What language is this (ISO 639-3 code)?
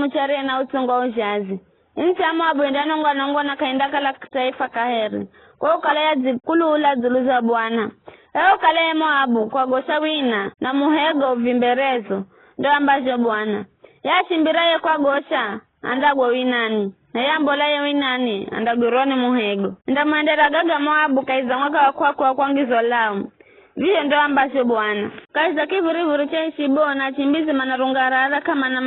nyf